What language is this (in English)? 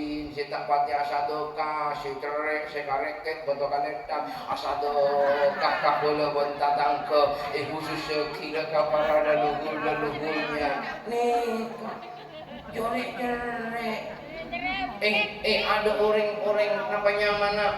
Madurese